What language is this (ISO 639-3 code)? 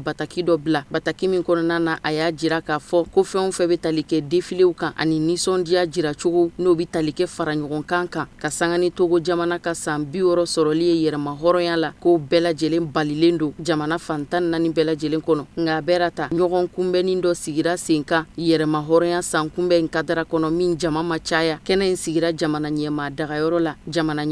bam